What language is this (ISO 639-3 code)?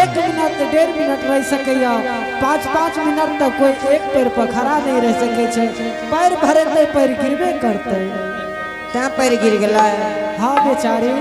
anp